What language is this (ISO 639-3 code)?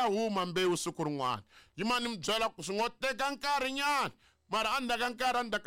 tso